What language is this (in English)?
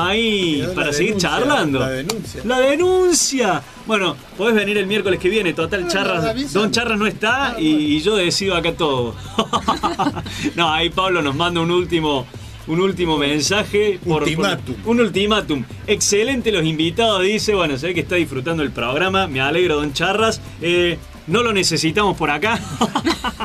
Spanish